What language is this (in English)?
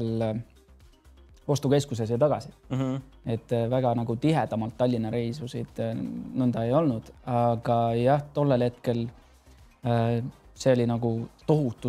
Estonian